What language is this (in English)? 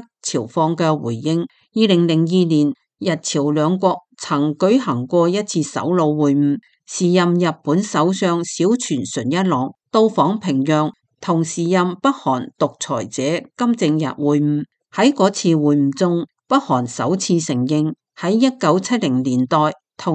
Cantonese